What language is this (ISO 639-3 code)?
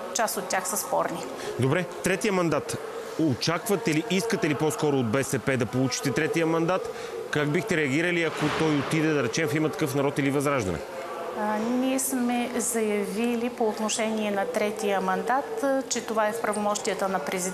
bul